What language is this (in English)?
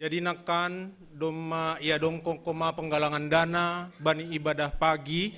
Batak Simalungun